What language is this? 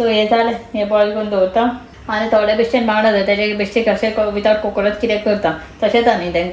Konkani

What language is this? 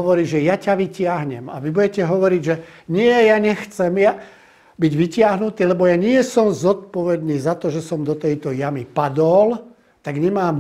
Slovak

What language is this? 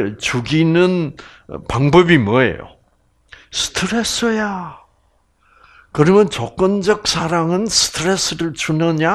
Korean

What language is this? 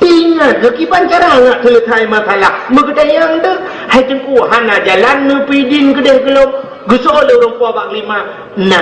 Achinese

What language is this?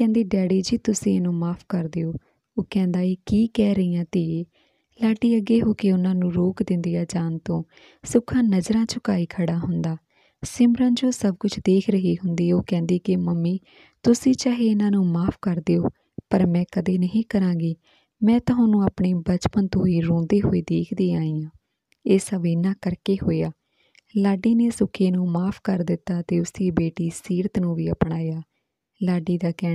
Punjabi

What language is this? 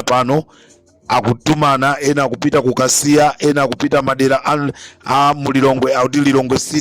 Nyanja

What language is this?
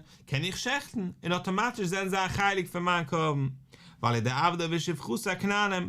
Yiddish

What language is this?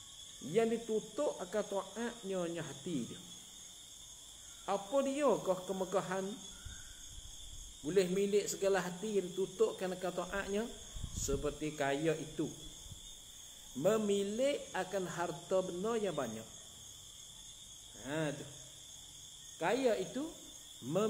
Malay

